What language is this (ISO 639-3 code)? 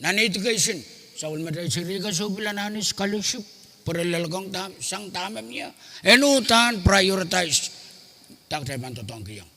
pon